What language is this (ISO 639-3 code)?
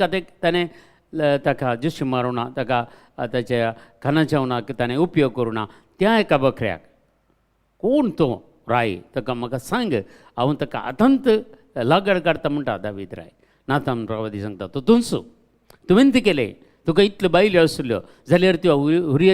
kok